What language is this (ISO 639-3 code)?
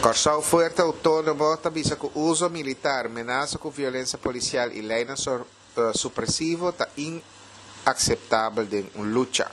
pap